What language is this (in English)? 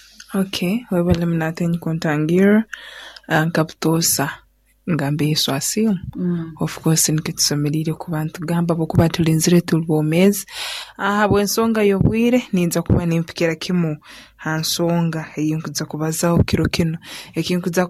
Nyoro